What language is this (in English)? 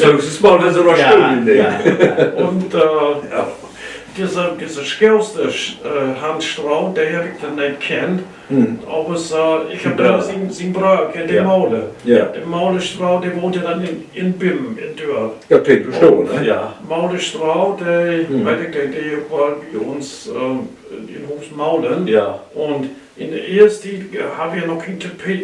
Low German